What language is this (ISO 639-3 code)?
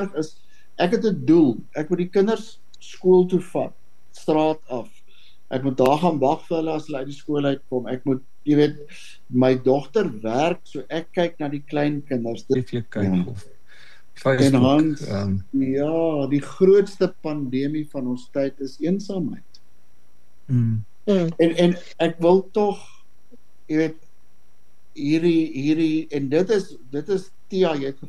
afr